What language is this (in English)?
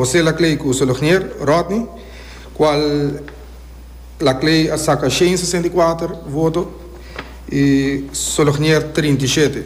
Papiamento